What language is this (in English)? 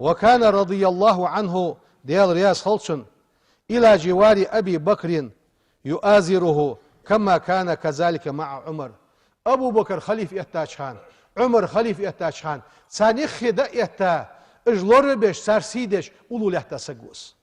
Ingush